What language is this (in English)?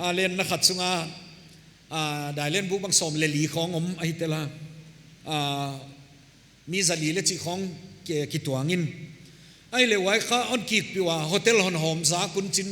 Paite Chin